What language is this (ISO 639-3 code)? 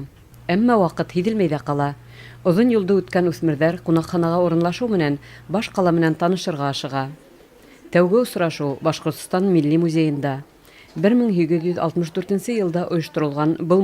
bak